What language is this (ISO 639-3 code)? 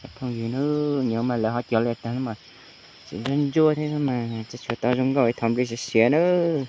hmn